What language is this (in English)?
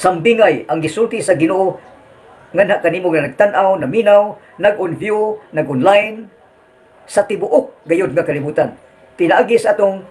Cebuano